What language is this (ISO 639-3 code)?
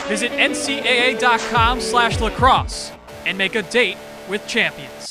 eng